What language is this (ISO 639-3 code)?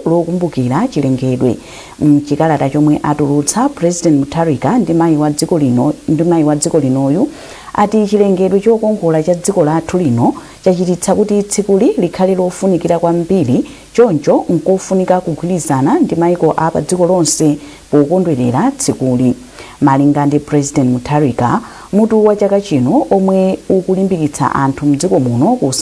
nya